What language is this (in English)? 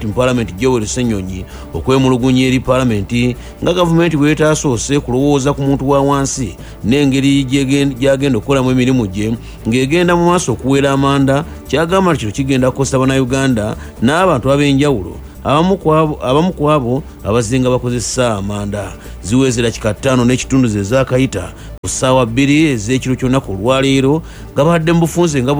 Ganda